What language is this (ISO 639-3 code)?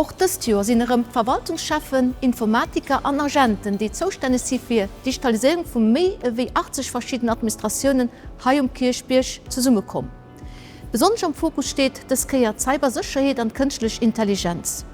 ltz